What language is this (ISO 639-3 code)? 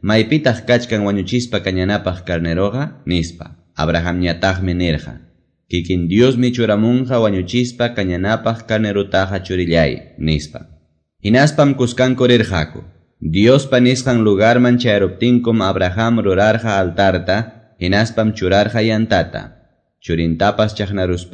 que